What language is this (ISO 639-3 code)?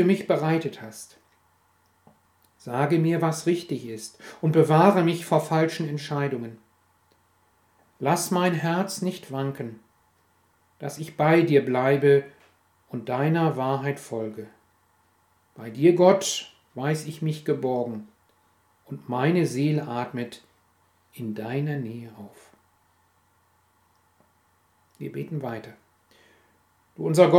deu